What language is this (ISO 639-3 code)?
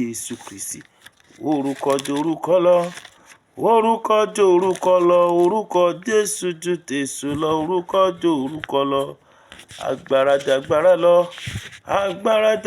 yor